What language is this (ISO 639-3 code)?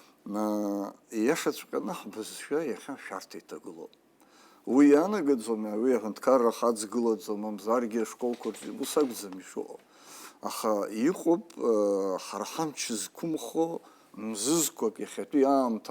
abk